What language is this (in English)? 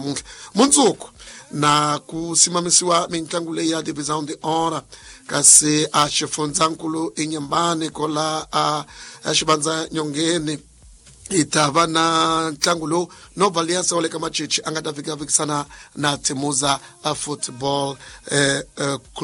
Tsonga